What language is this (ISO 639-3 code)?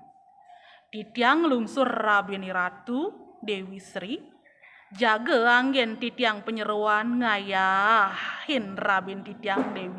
ban